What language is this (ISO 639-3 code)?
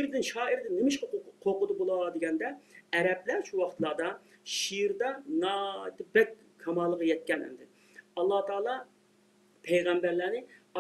uig